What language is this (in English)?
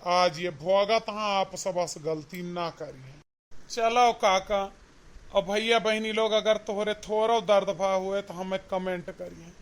Awadhi